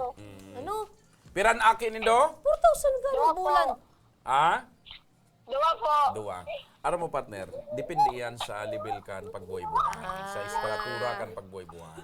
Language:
Bikol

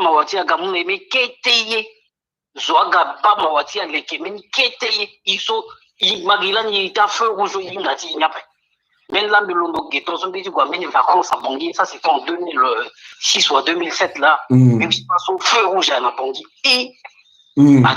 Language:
Sango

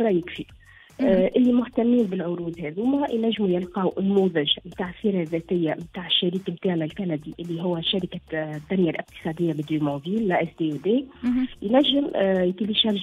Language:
Tunisian Arabic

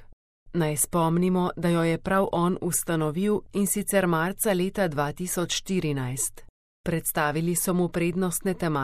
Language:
Slovenian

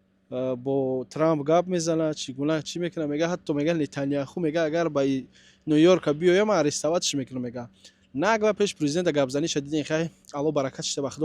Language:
Tajik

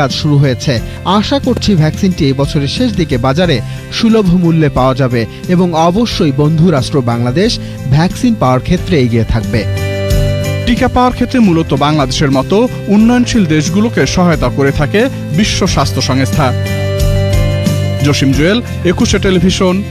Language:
Bangla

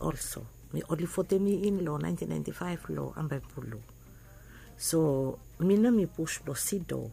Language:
Bislama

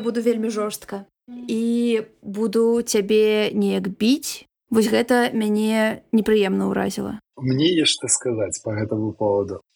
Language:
Belarusian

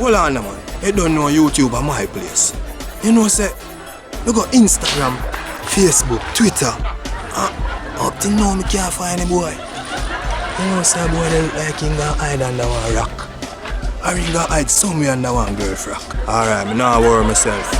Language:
Jamaican Creole English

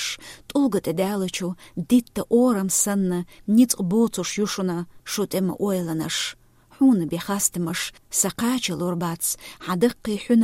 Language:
Chechen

